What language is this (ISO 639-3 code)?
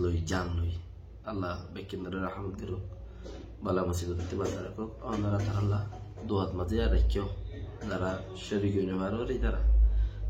rhg